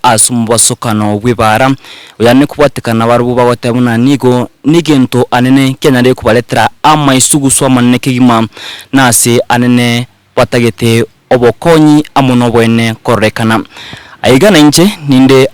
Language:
Gusii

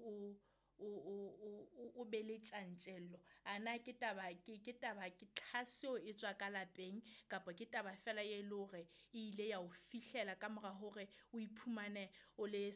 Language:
Southern Sotho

